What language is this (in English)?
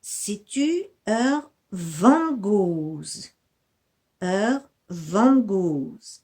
Breton